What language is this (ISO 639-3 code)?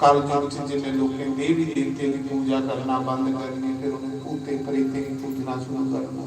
doi